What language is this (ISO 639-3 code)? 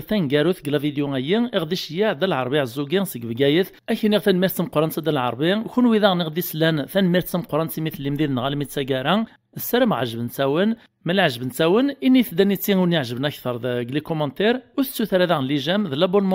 kab